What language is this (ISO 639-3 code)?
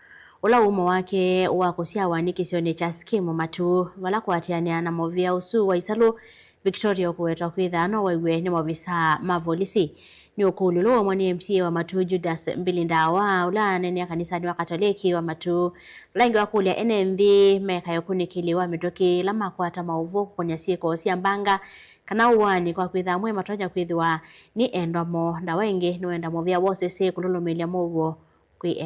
kam